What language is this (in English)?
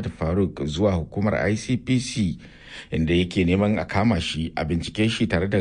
Hausa